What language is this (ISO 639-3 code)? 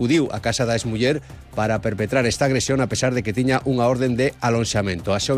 glg